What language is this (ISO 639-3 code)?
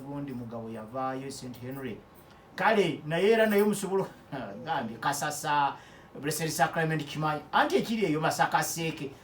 lug